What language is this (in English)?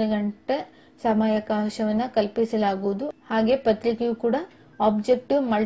Kannada